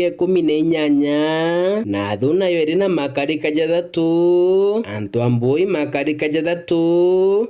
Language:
Meru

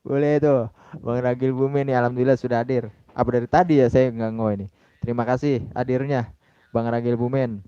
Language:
Betawi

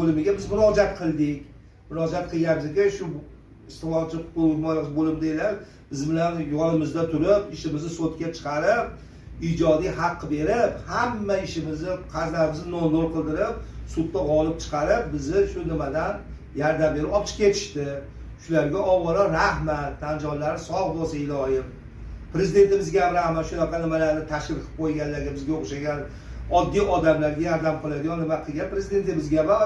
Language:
Uzbek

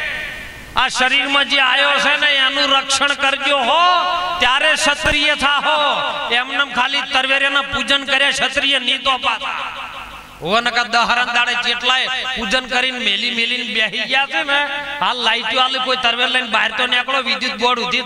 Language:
Gujarati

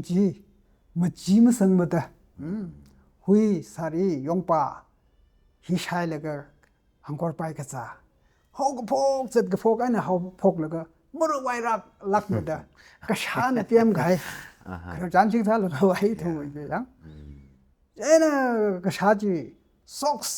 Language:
Tangkhul Naga (India)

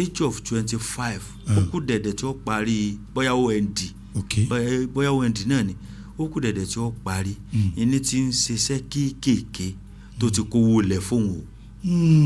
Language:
Yoruba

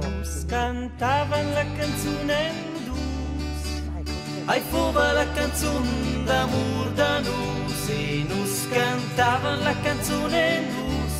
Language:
Romansh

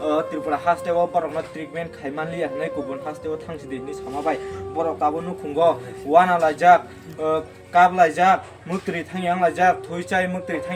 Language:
Kok Borok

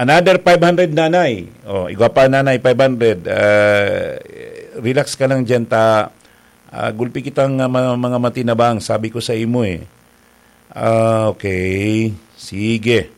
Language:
Bikol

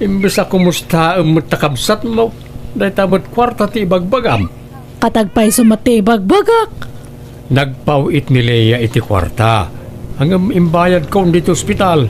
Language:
Iloko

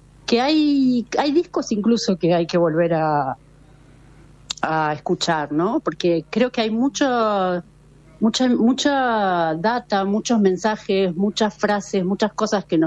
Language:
Spanish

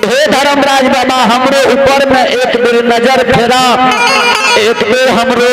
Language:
Maithili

